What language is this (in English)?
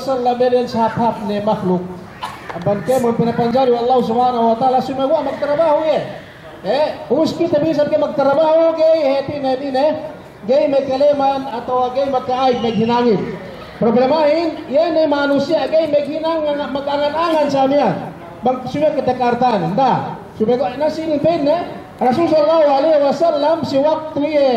Yakan